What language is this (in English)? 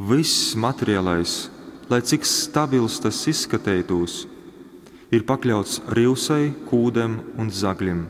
Latgalian